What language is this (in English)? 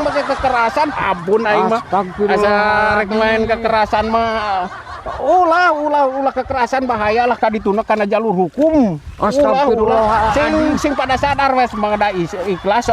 Sundanese